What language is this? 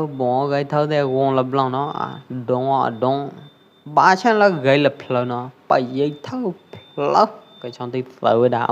Pwo Eastern Karen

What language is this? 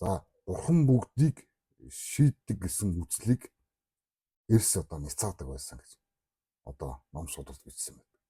Mongolian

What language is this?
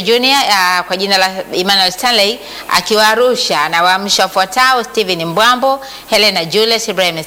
Swahili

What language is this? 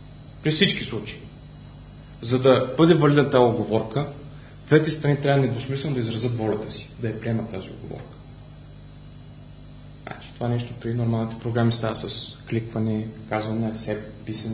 Bulgarian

